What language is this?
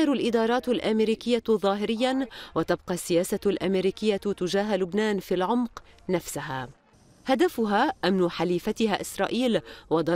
Arabic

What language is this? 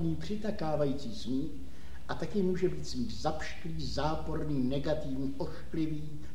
Czech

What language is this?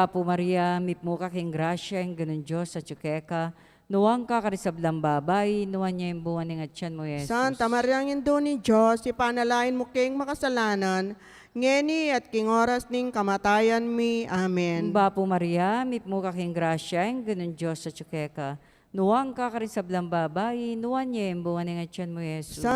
Pampanga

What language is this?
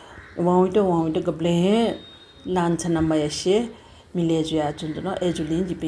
Newari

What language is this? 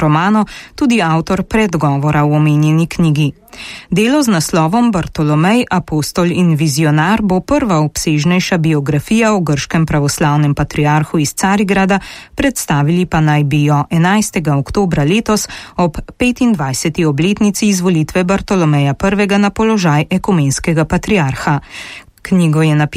Slovenian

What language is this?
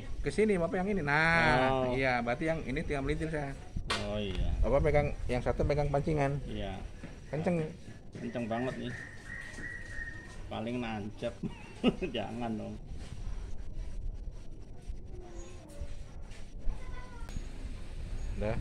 Indonesian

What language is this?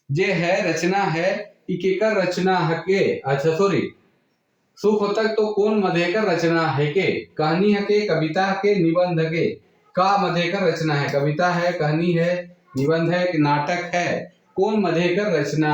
Sadri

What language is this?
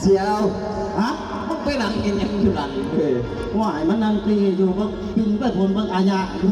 Northeastern Thai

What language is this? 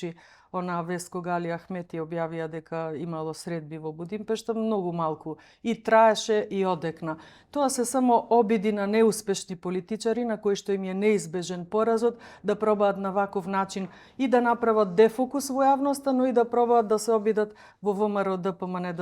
Macedonian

